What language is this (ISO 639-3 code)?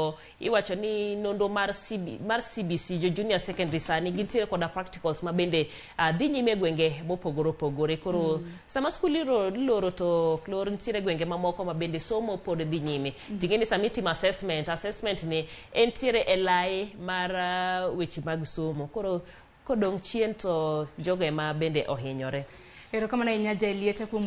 luo